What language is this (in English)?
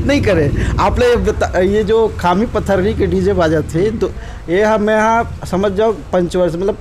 Chhattisgarhi